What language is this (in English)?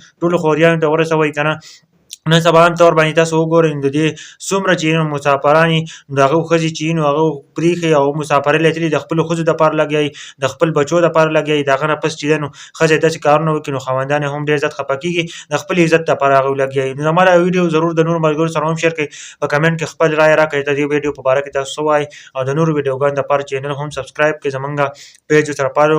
Pashto